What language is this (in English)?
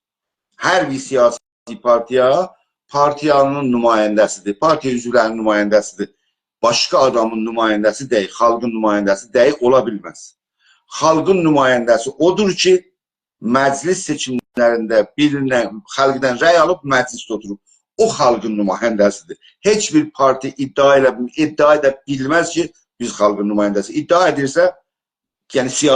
South Azerbaijani